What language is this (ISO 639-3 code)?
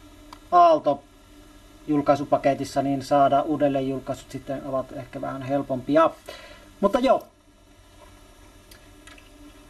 fin